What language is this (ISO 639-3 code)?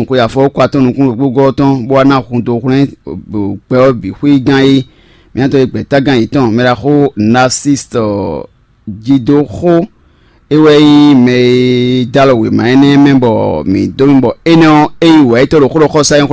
fon